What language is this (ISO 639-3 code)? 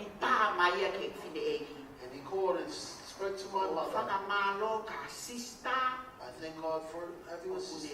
ton